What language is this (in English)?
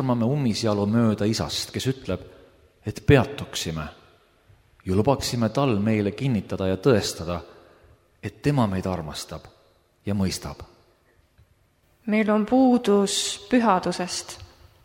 Estonian